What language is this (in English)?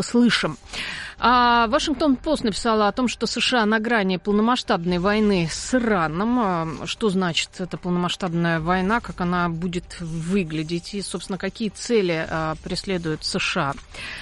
Russian